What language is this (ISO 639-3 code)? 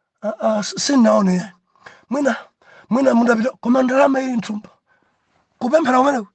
nya